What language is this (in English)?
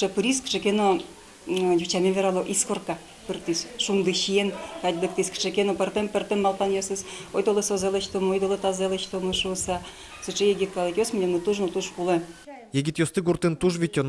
Udmurt